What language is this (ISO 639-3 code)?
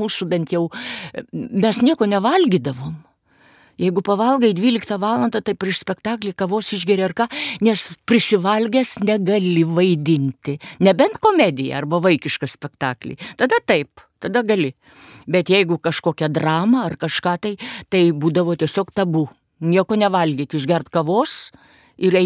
lit